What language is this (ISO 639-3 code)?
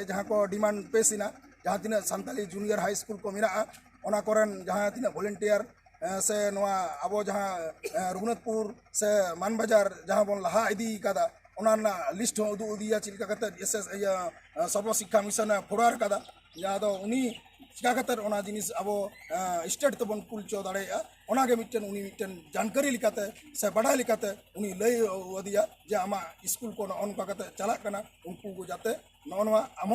sat